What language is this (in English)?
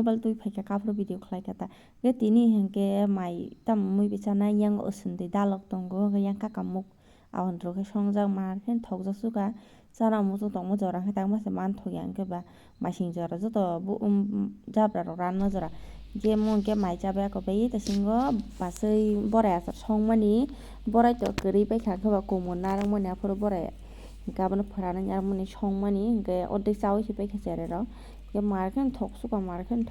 Kok Borok